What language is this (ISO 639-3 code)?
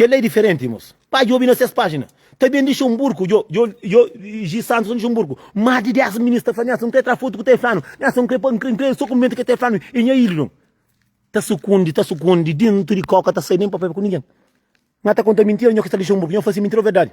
kea